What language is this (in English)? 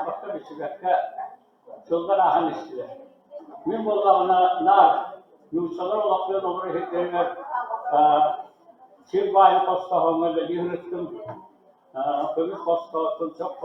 Yakut